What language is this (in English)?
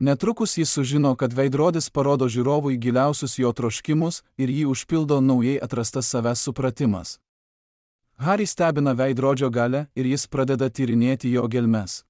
Lithuanian